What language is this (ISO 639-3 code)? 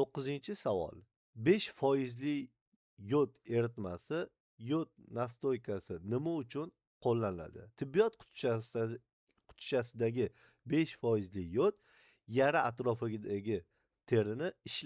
uzb